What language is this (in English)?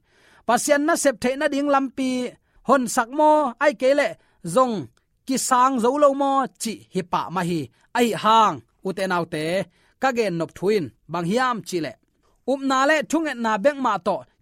Tedim Chin